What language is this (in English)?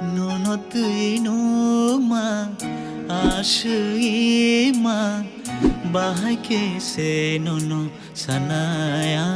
Kok Borok